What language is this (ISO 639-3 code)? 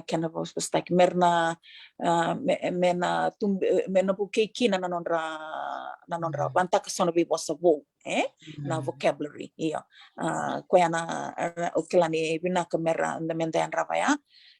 fij